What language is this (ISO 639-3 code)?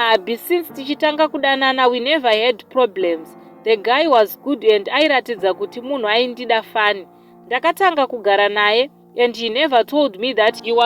sna